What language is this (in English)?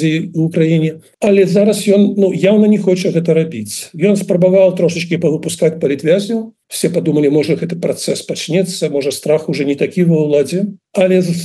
Belarusian